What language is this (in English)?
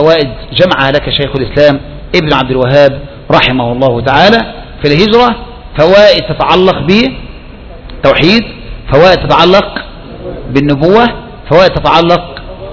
Arabic